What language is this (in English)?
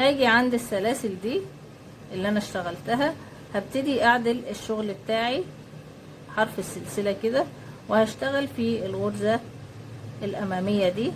Egyptian Arabic